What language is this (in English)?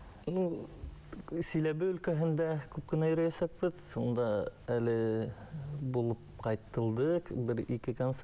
Bashkir